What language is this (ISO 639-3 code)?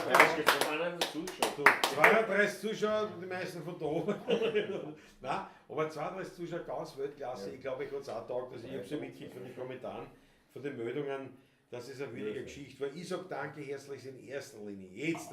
bar